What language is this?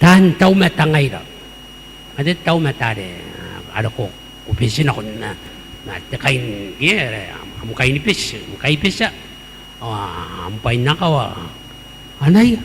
Gilbertese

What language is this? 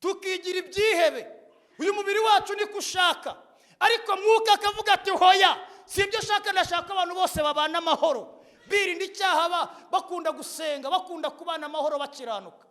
Kinyarwanda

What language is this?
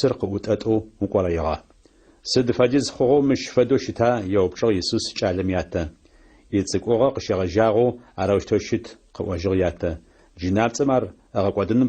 Adyghe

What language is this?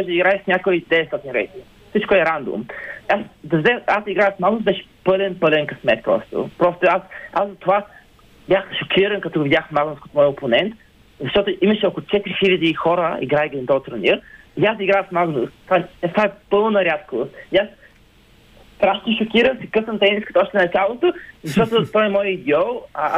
Bulgarian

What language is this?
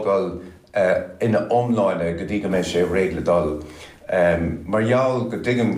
Irish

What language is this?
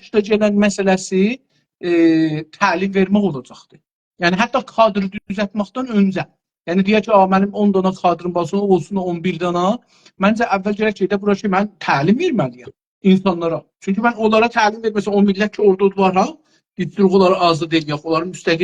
South Azerbaijani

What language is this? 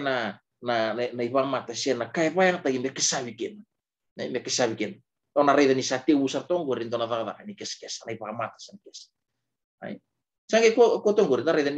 Fijian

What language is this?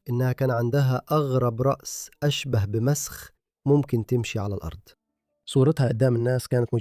Egyptian Arabic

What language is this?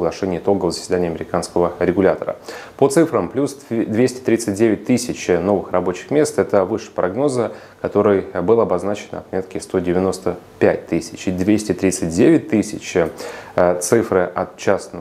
Russian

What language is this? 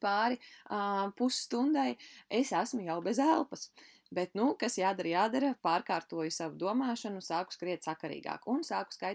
Latvian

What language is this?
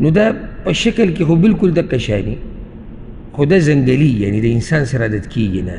Pashto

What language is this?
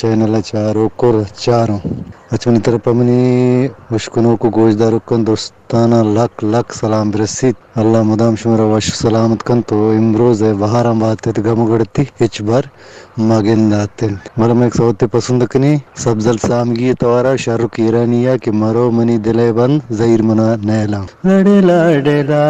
Eastern Balochi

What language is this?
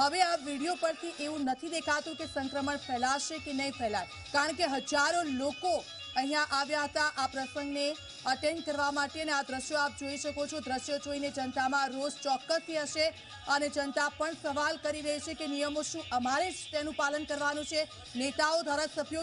Gujarati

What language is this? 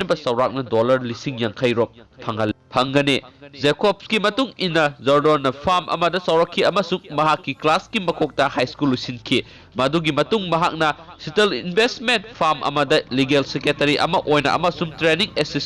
Manipuri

